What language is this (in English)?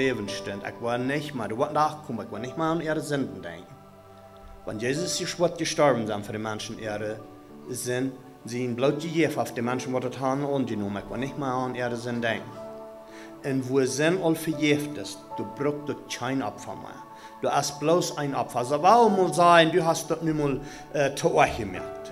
Plautdietsch